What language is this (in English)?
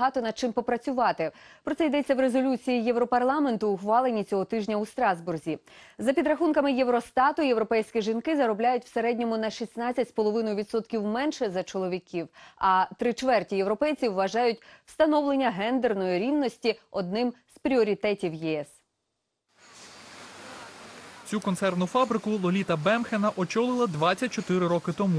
Ukrainian